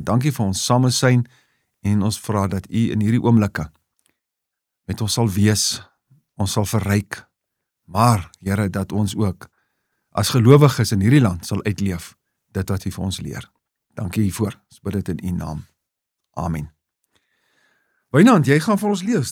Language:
Afrikaans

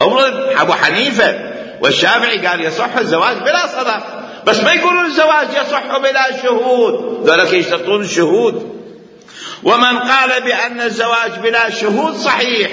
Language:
Mesopotamian Arabic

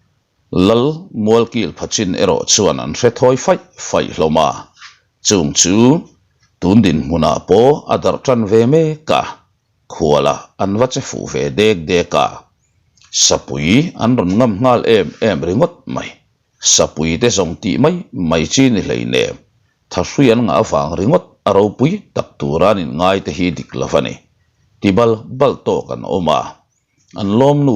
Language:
Mizo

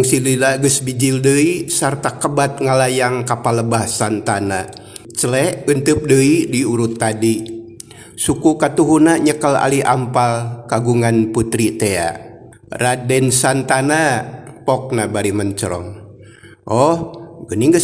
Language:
Sundanese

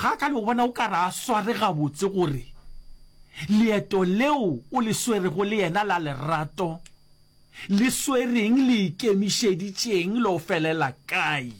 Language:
Northern Sotho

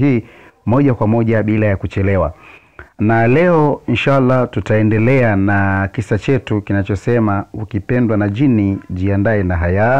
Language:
Swahili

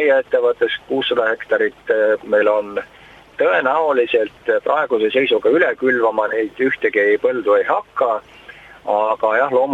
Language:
Estonian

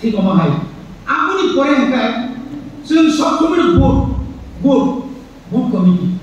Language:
Kok Borok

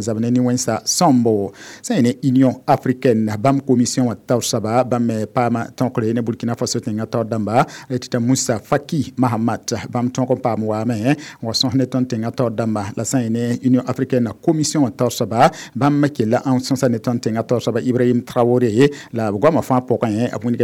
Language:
Mossi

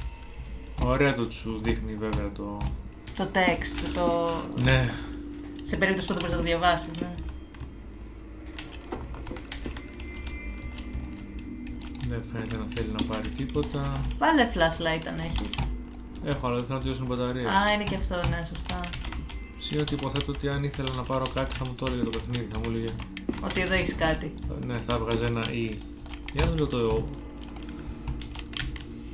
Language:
Greek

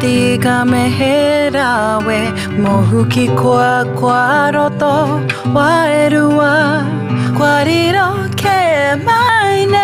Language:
Māori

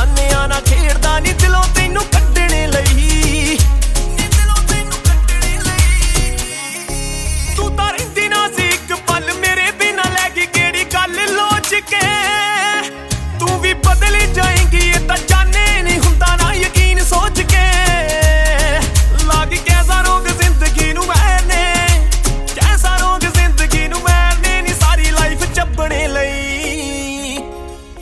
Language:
Punjabi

